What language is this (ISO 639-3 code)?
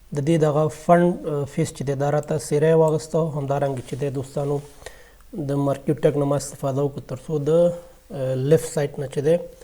pus